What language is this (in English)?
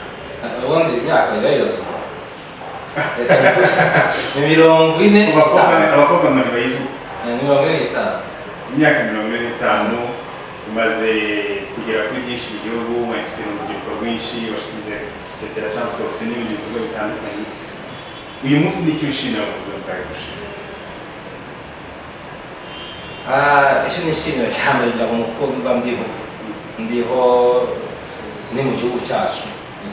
Kinyarwanda